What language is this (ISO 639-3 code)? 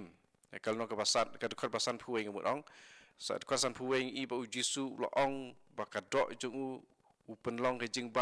kha